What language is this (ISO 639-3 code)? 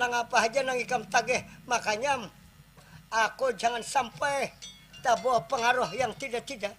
bjn